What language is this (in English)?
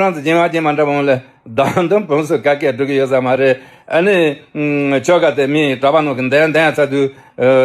Tibetan